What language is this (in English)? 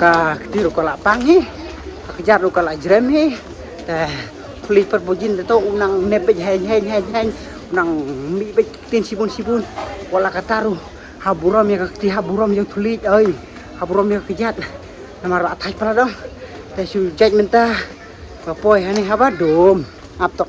Khasi